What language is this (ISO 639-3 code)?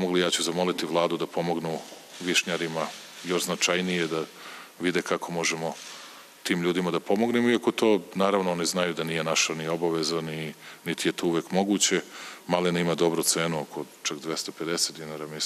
srp